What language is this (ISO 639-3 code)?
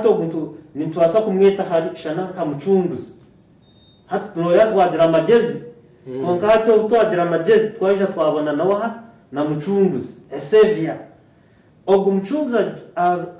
nyn